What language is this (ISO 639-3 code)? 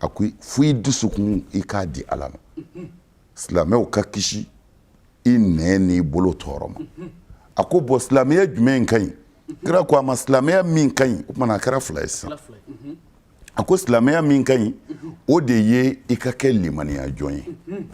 bam